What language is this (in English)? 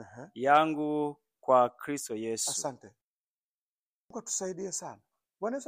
Swahili